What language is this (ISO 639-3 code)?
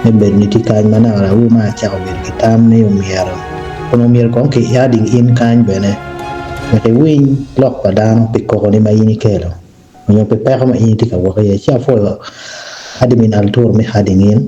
ach